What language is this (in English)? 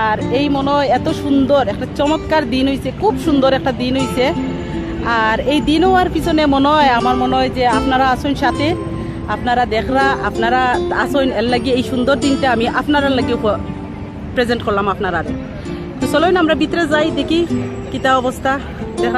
Sylheti